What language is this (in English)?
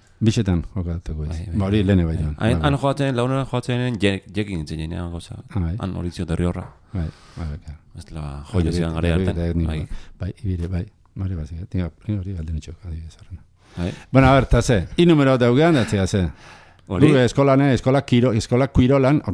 Basque